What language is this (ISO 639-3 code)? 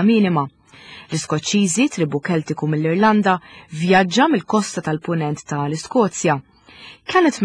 mlt